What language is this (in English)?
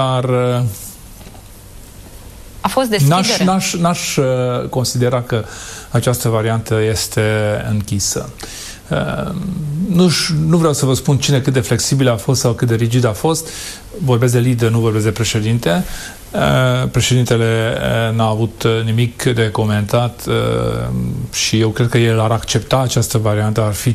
Romanian